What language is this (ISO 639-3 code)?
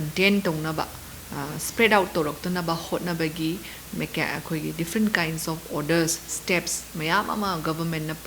mni